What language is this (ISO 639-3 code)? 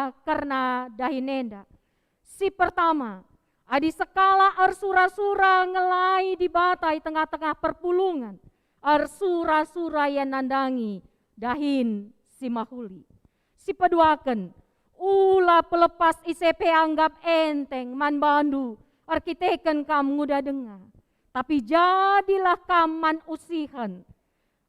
btx